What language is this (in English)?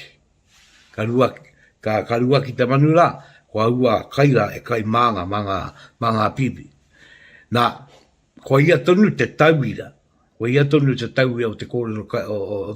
Māori